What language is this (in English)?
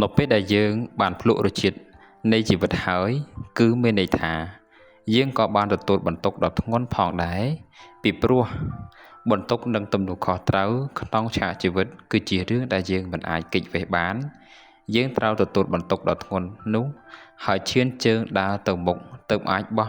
Khmer